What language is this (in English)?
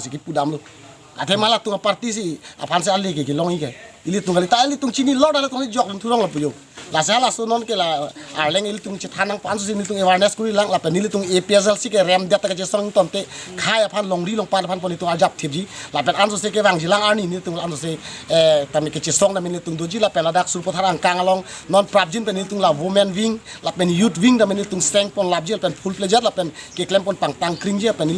Karbi